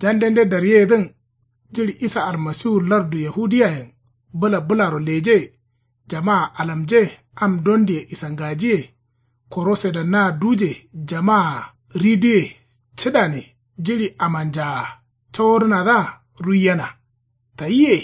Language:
Kanuri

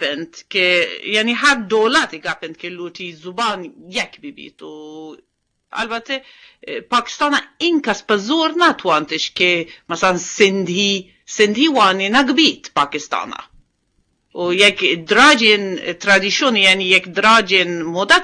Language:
Eastern Balochi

